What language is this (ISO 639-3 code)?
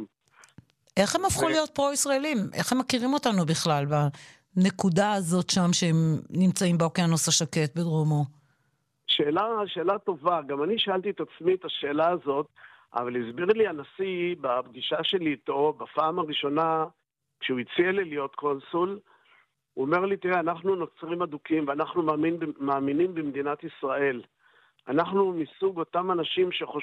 heb